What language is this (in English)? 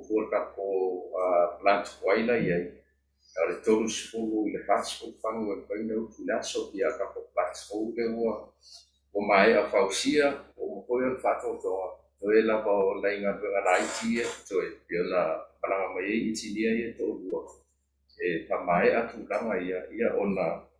Samoan